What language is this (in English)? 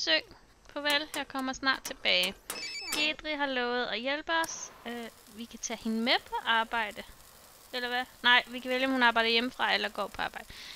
Danish